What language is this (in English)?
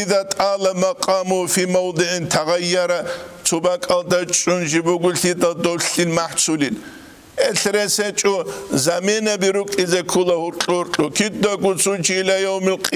Avaric